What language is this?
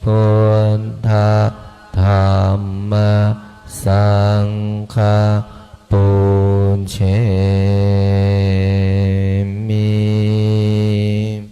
Pali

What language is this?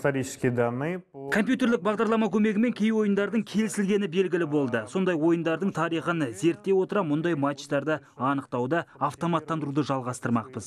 Kazakh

